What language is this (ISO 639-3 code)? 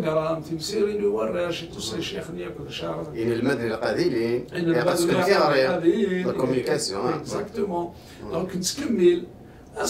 kab